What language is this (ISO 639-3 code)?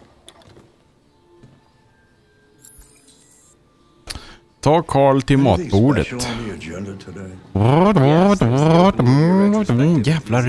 swe